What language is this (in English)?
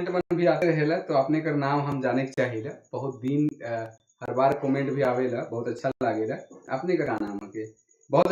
Sadri